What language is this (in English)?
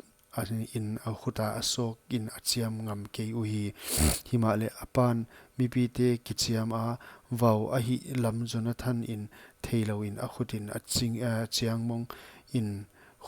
Paite Chin